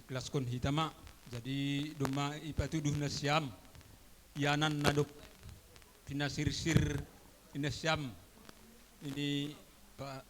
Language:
Batak Simalungun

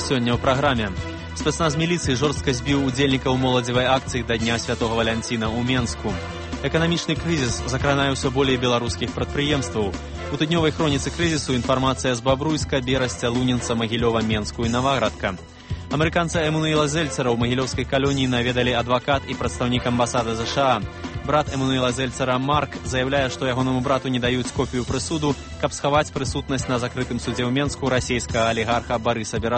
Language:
Belarusian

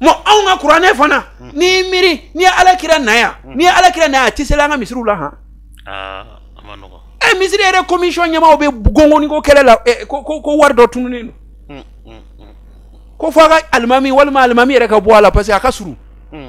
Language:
Bambara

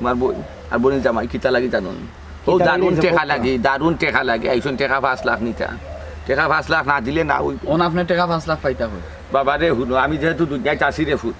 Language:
Sylheti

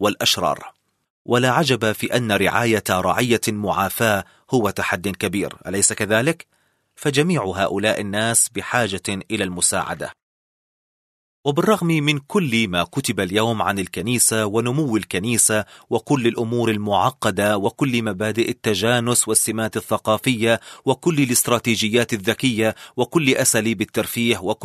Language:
Arabic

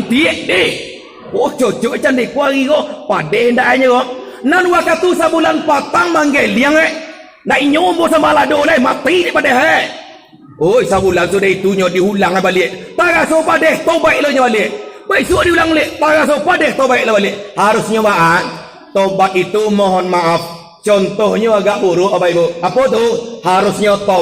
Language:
Minangkabau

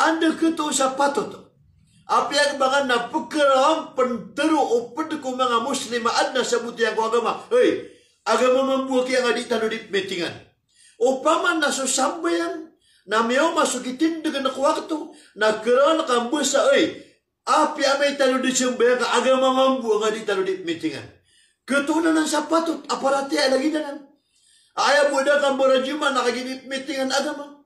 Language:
Maranao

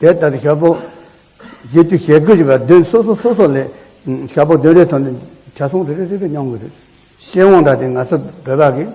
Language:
Tibetan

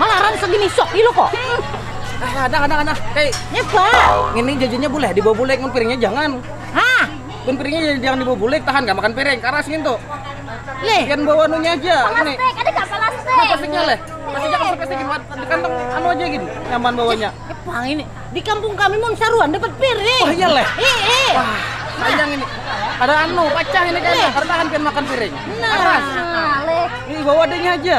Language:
Banjar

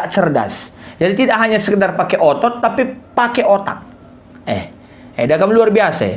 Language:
Batak Karo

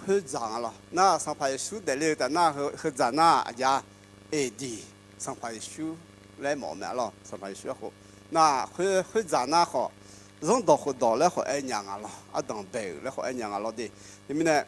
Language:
Akha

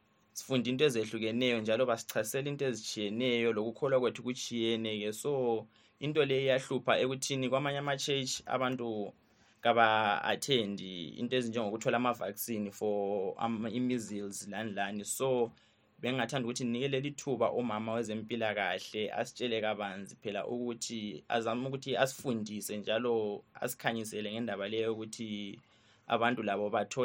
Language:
North Ndebele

